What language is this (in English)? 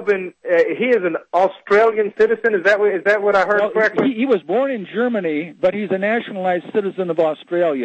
English